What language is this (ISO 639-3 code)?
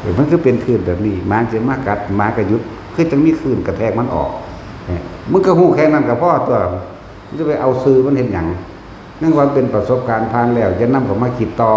tts